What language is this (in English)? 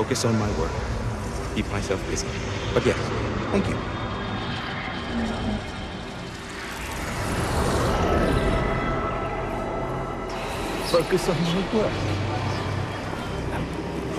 English